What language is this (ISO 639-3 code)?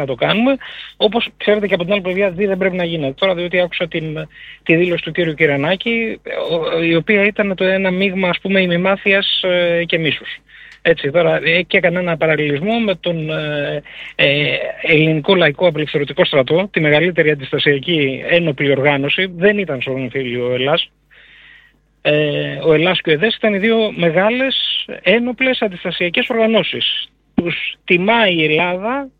ell